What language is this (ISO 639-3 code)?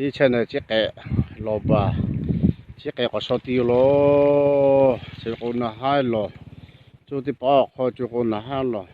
lhu